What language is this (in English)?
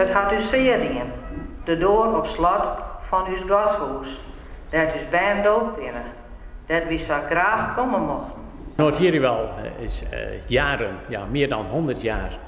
Western Frisian